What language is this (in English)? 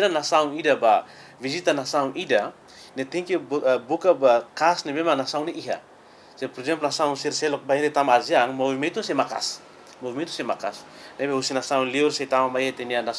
Tetum